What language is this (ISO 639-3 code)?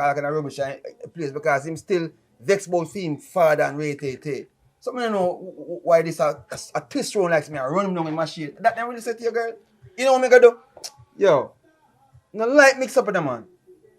jam